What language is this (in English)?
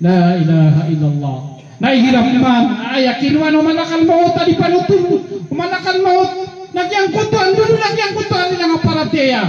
Maranao